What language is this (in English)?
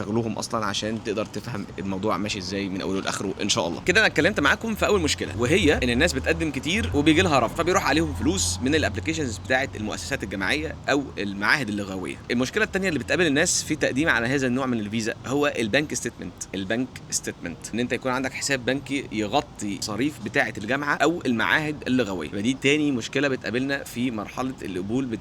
Egyptian Arabic